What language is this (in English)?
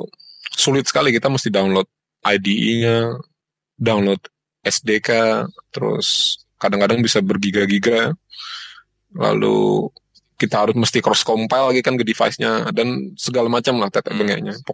Indonesian